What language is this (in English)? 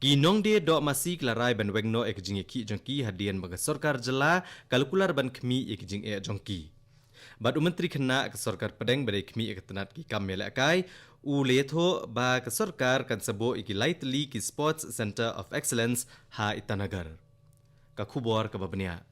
Khasi